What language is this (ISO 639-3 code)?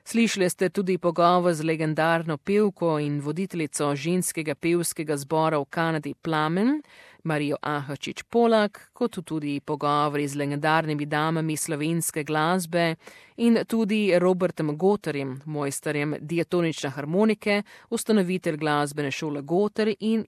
slv